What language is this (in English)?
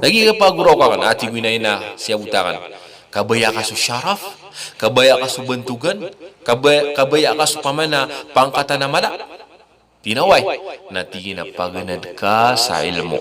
Maranao